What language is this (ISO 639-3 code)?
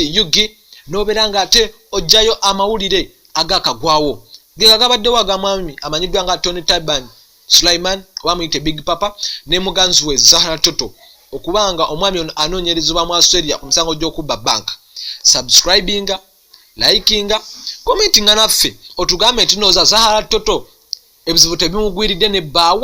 lug